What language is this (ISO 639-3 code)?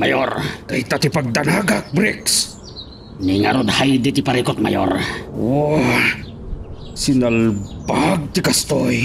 ilo